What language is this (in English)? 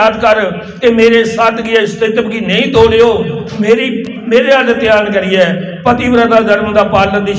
Dogri